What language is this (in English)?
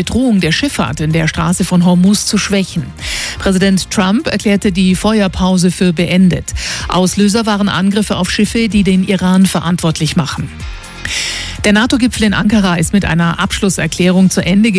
German